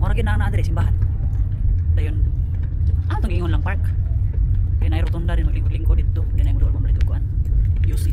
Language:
Cebuano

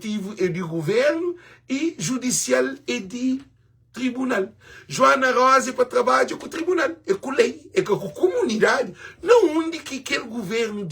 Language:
Kabuverdianu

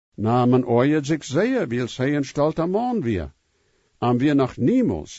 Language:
Plautdietsch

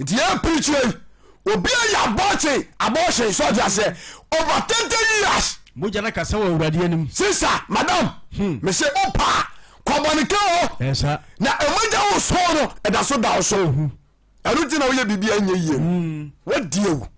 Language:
Akan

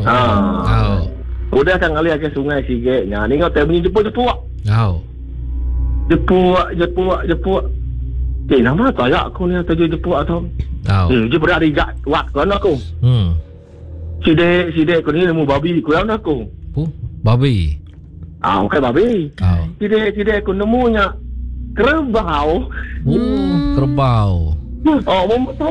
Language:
Iban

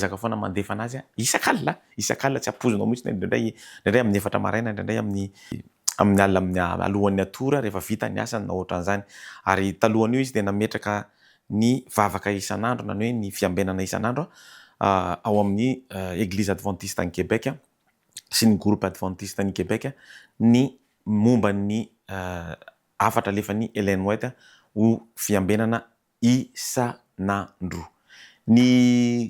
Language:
Malagasy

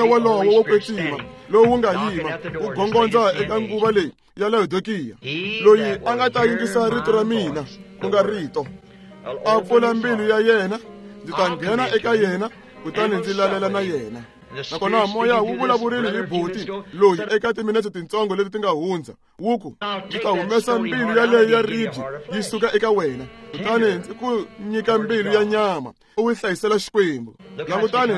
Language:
Tsonga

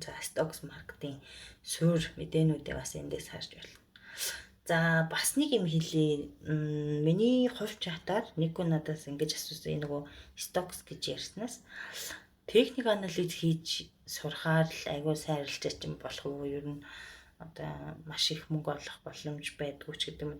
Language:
Mongolian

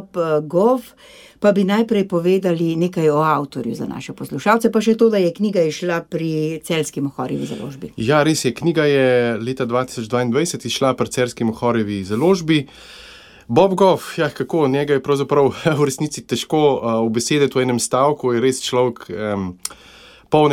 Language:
Slovenian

